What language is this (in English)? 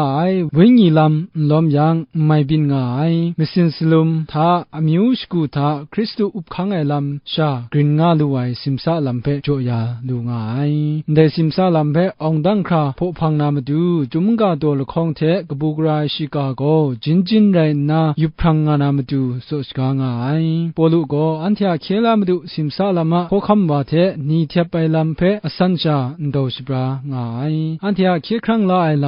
Kachin